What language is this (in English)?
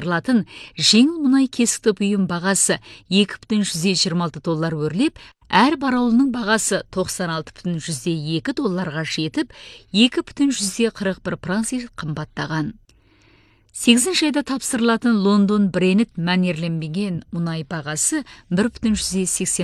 Kazakh